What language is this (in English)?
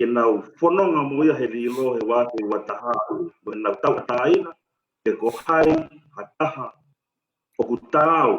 Tongan